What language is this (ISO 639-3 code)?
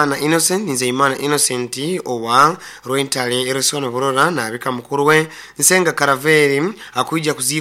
nyo